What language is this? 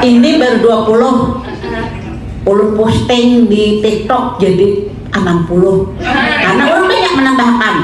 Banjar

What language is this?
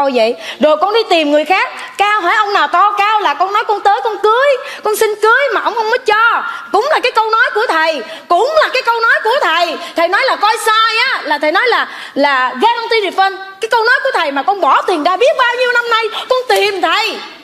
Vietnamese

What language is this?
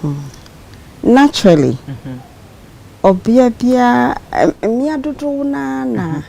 Akan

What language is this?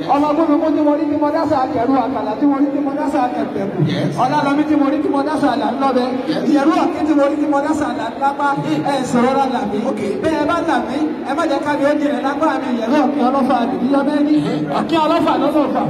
Yoruba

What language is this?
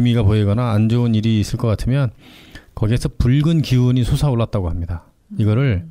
Korean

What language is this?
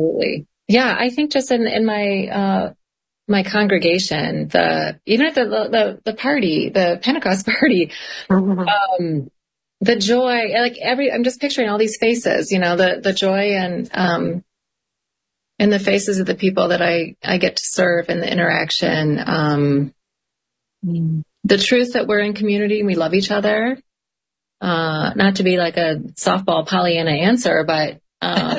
English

